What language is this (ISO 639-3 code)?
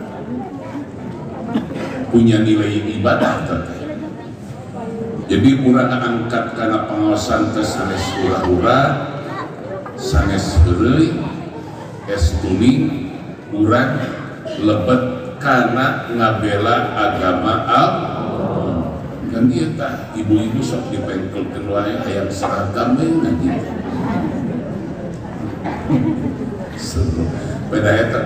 sun